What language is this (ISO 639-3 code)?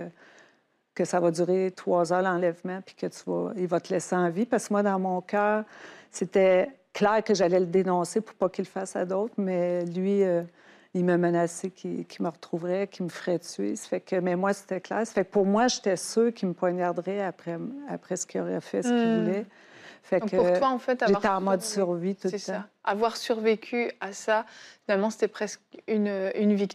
fra